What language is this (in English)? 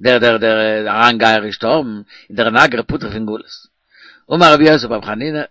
Yiddish